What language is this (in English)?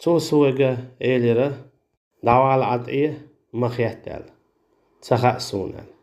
Chechen